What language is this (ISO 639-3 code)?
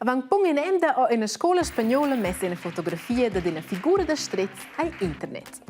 roh